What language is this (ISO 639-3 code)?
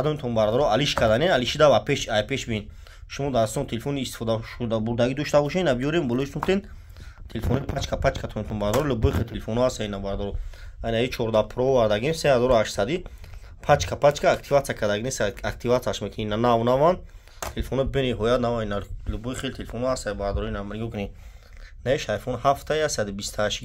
tgk